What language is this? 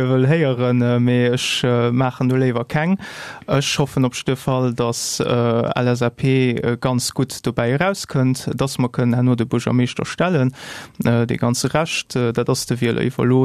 Luxembourgish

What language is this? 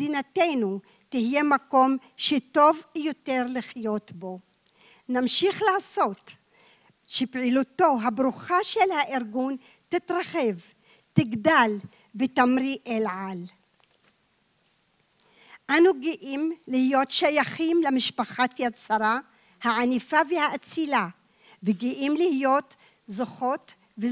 Hebrew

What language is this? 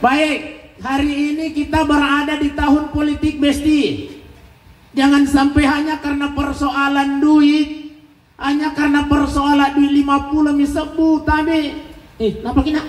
Buginese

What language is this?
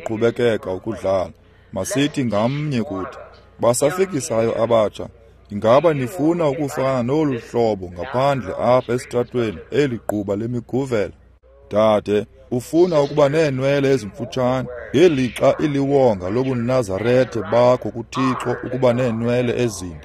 Xhosa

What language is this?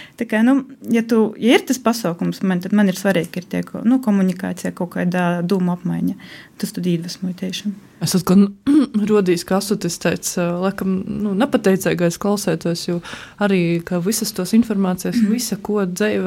Latvian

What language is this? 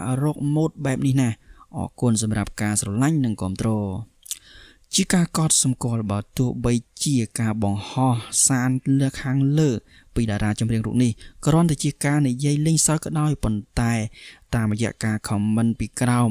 Khmer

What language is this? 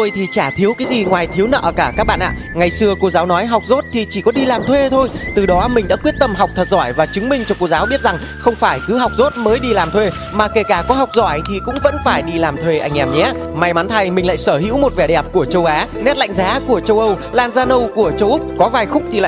Hmong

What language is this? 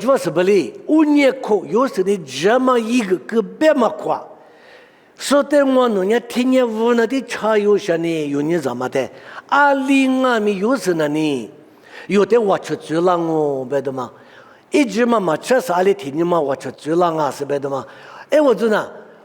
Lisu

